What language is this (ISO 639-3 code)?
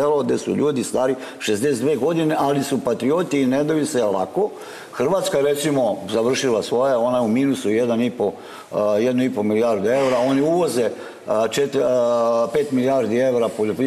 srp